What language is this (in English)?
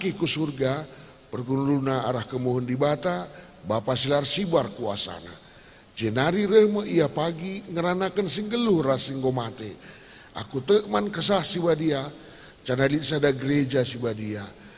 Batak Karo